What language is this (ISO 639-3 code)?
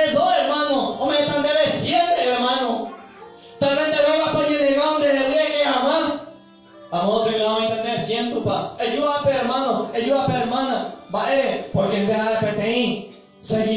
grn